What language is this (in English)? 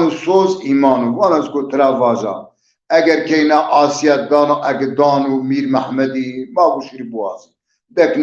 Zaza